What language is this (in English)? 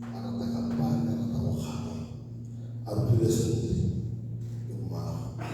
Tswana